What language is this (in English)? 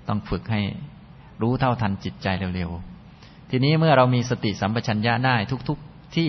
Thai